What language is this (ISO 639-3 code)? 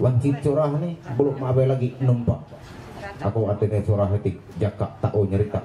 mhy